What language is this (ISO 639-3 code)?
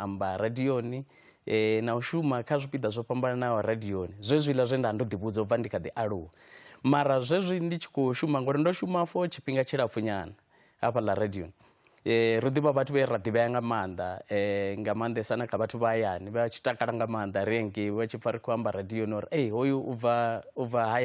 ven